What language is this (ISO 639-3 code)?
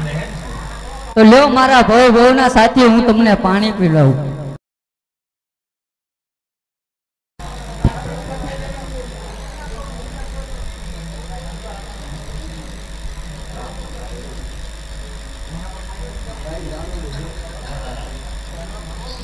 guj